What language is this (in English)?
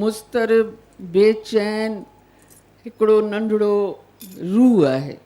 Sindhi